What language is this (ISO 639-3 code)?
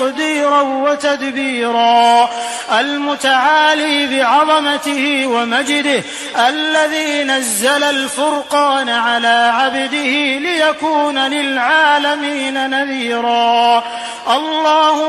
ara